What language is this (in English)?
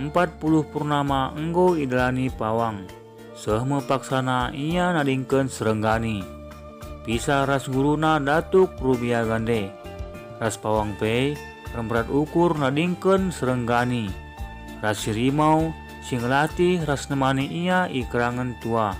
Batak Karo